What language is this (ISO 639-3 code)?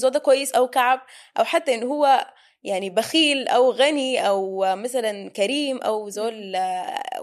apd